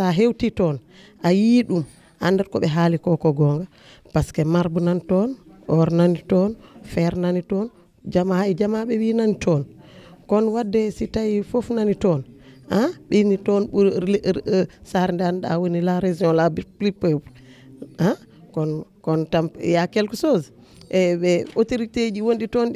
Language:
Fula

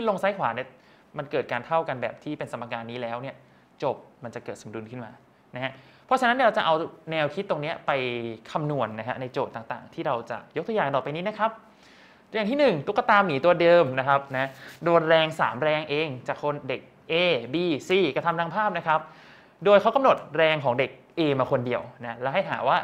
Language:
Thai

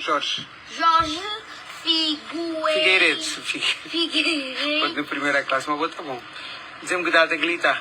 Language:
Kabuverdianu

